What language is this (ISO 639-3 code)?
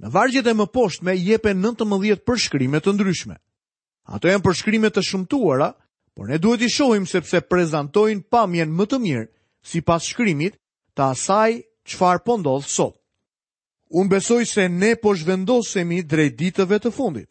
sqi